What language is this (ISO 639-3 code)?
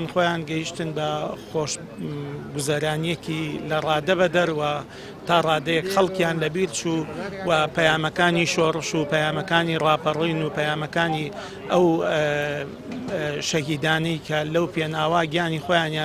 ckb